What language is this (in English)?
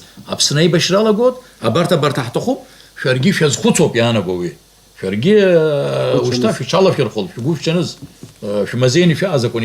Abkhazian